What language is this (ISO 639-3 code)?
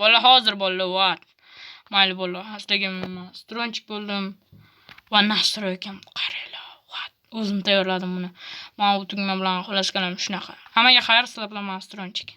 uzb